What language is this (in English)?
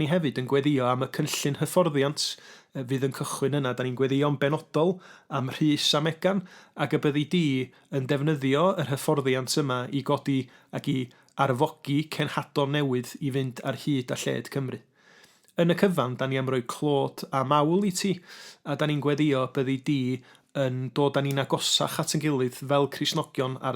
Welsh